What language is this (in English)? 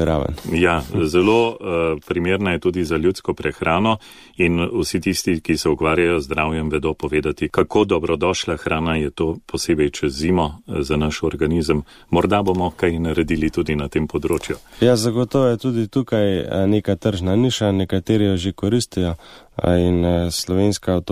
Slovenian